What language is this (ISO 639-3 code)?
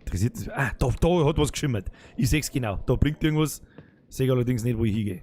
bar